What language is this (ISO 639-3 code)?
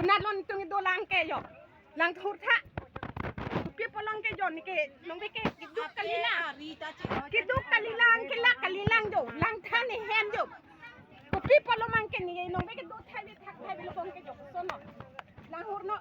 mjw